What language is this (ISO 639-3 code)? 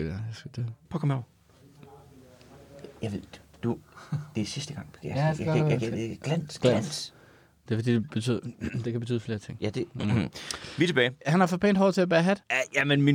dan